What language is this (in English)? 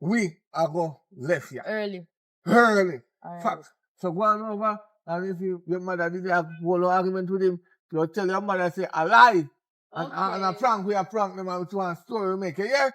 Jamaican Creole English